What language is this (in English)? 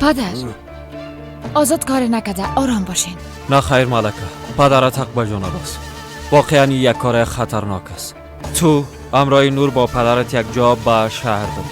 Persian